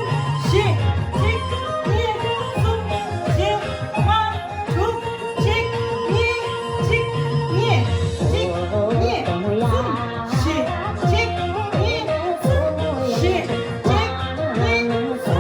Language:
Tibetan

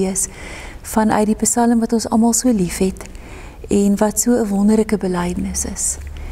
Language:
Afrikaans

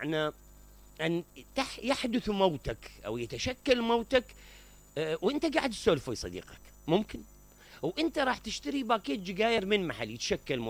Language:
Mesopotamian Arabic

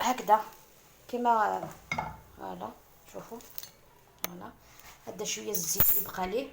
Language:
Algerian Arabic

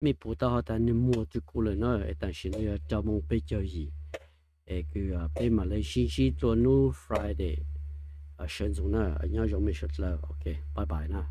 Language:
Hmong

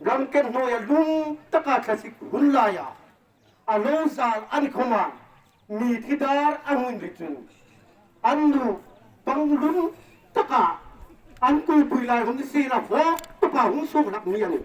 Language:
Hmar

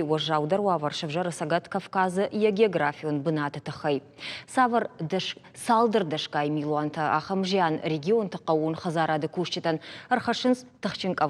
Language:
Ossetic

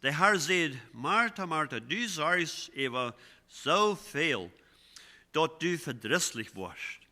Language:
Plautdietsch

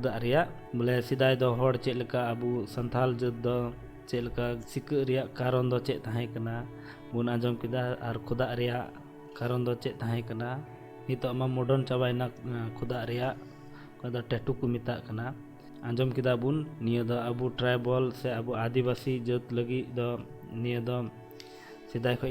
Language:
Santali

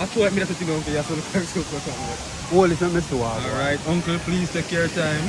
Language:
Jamaican Creole English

